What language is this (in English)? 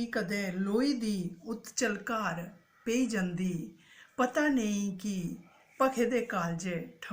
Dogri